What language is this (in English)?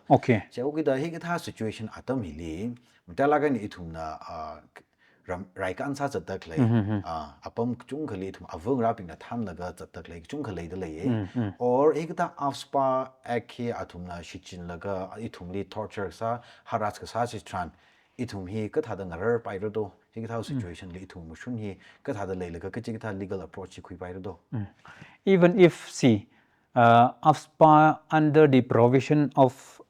Tangkhul Naga (India)